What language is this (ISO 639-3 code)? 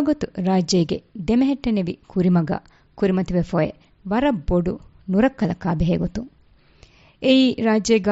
div